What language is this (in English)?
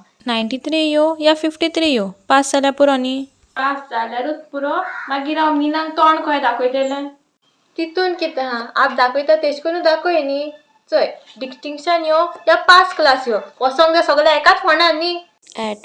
Konkani